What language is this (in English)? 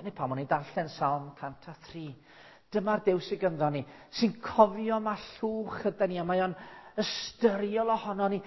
Welsh